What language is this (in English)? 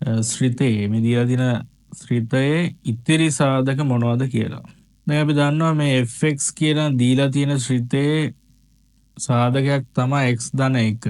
Sinhala